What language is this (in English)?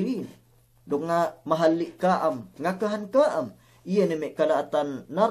Yakan